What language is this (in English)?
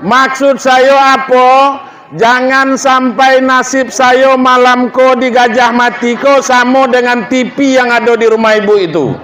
Minangkabau